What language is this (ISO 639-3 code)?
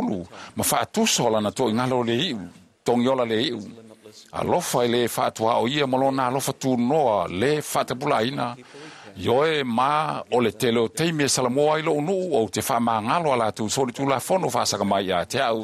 smo